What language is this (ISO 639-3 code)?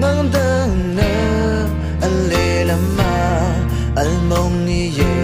raw